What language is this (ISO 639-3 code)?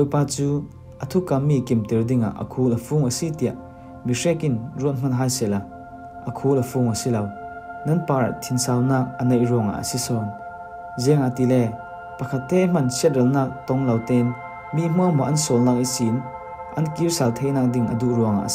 cfm